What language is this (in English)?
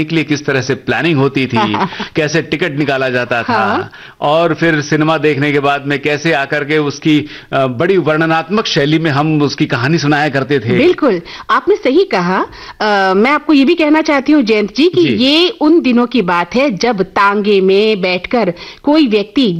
Hindi